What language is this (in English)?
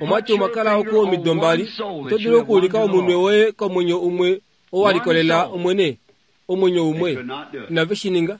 Kuanyama